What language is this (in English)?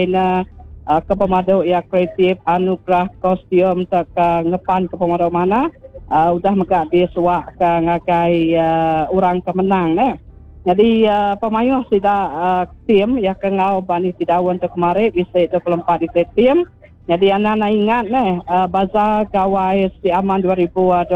Iban